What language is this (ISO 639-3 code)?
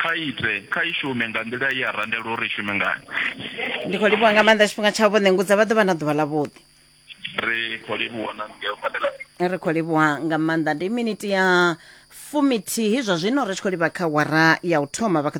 ven